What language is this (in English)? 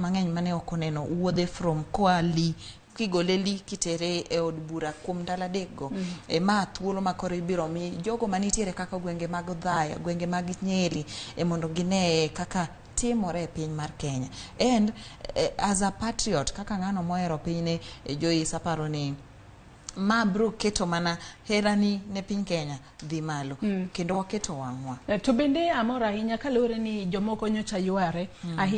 Luo (Kenya and Tanzania)